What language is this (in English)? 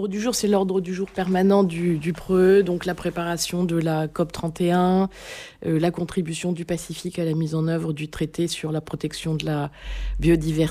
French